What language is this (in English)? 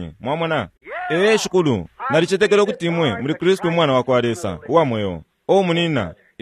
Bemba